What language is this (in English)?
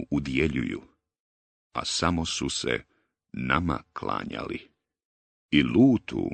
Bosnian